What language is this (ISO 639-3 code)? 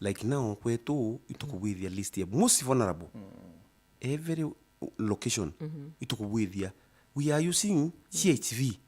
mer